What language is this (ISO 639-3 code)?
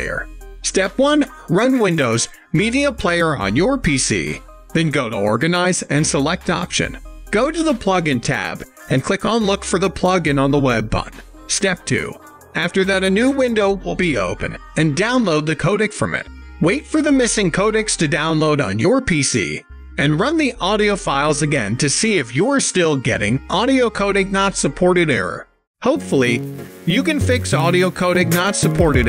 eng